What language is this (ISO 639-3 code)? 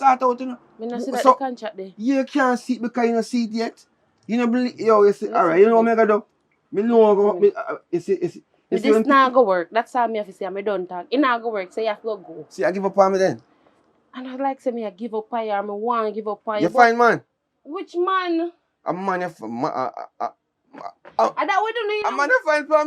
jam